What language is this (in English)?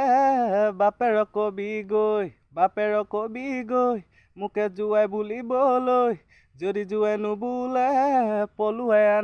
Assamese